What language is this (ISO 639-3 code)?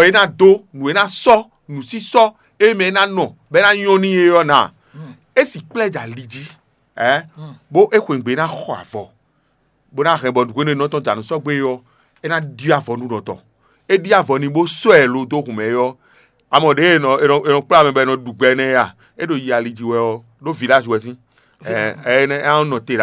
fon